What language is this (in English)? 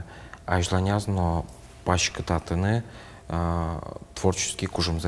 Udmurt